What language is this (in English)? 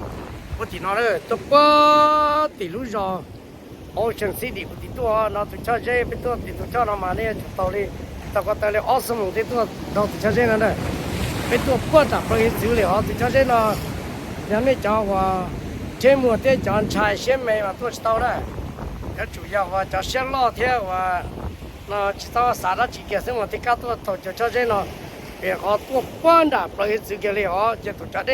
Hmong